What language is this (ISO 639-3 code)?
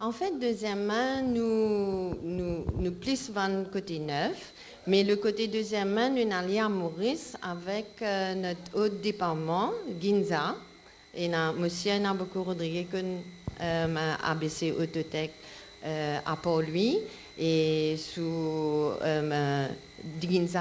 mfe